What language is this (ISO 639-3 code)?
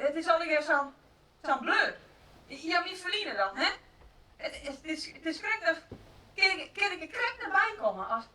fry